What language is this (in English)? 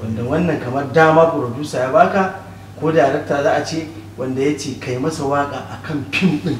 Hausa